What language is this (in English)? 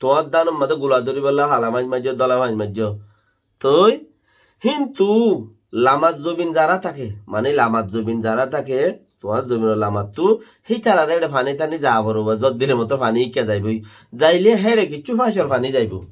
Rohingya